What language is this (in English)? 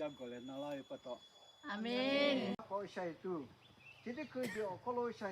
Lahu